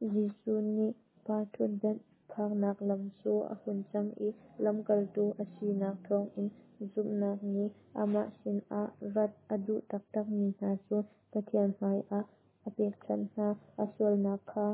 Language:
Hakha Chin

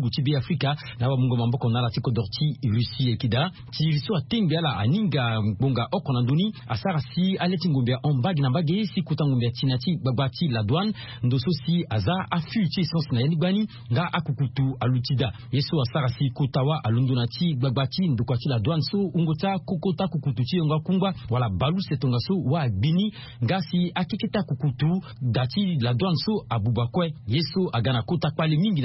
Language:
Sango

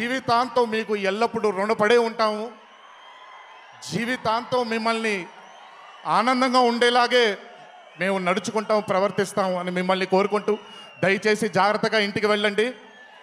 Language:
Telugu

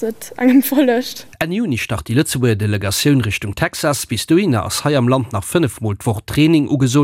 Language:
Luxembourgish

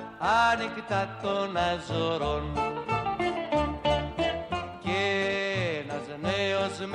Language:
Greek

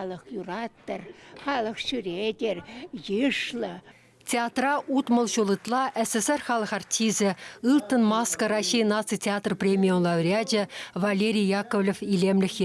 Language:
Chuvash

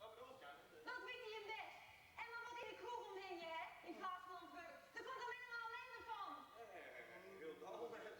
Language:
Western Frisian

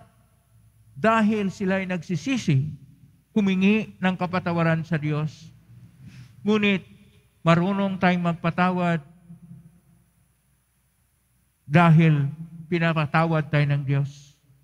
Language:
Filipino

